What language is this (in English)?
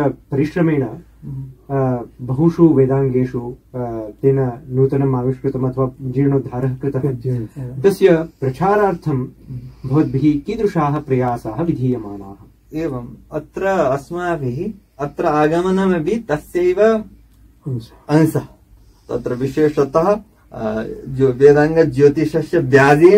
Sanskrit